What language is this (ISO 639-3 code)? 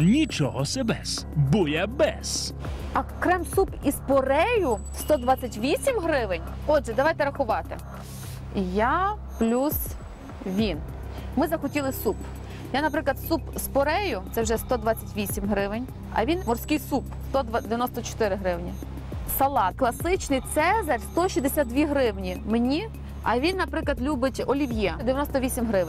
ukr